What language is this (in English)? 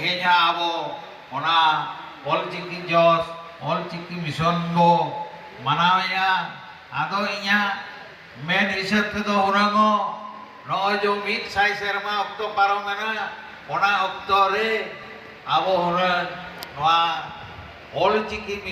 Santali